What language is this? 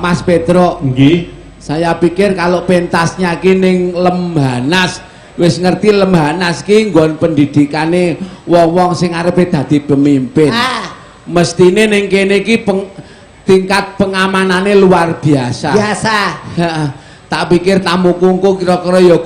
Javanese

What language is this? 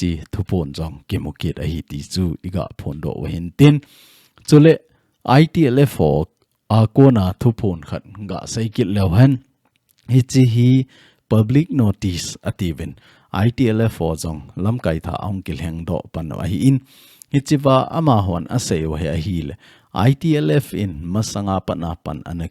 Thado Chin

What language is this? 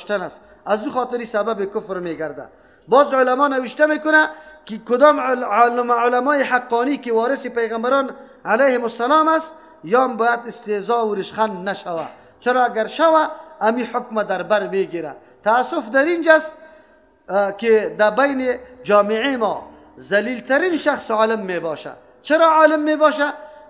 Persian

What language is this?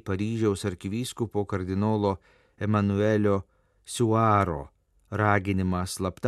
Lithuanian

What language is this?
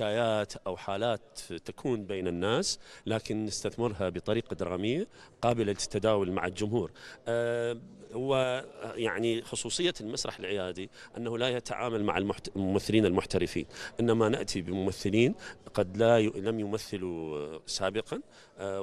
Arabic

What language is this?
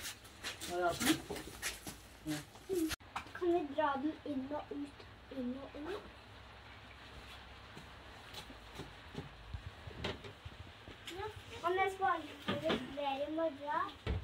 Norwegian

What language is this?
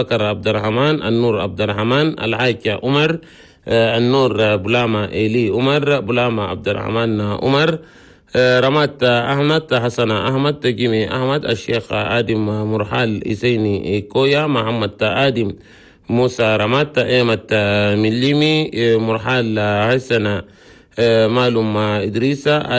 Chadian Arabic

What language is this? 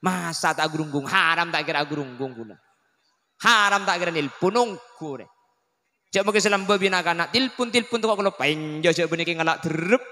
Madurese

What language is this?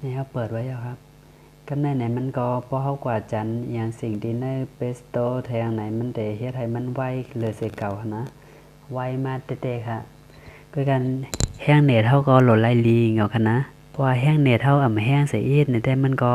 Shan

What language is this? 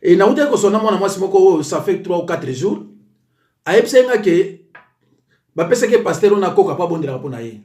Lingala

